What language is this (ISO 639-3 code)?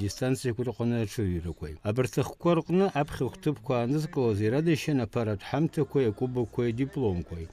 abk